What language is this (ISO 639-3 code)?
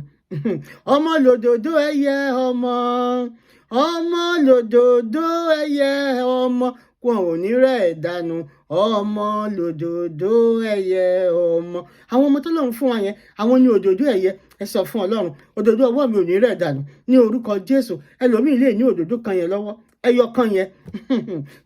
yor